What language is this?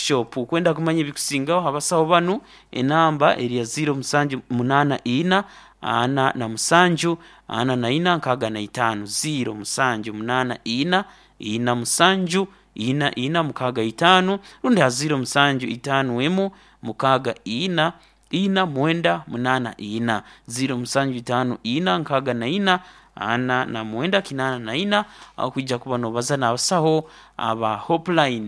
Nyoro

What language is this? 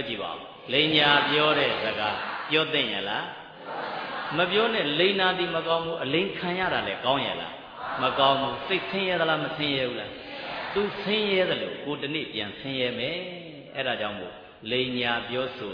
Burmese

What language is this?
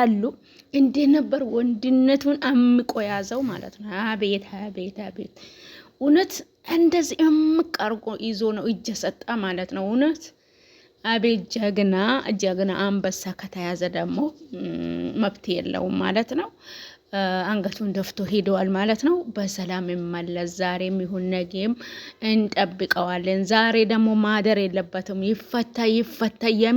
Amharic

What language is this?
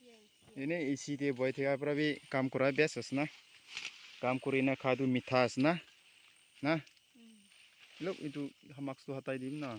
Naga Pidgin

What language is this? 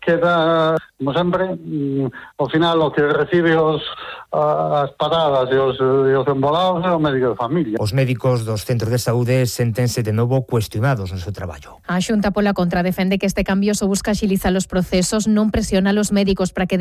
Galician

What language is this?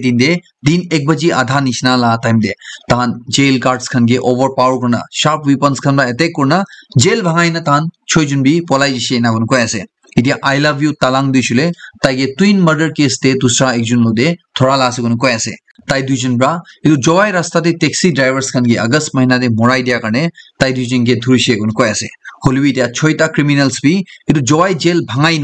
Naga Pidgin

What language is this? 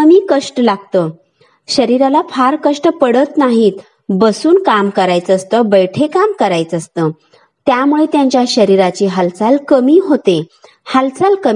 Marathi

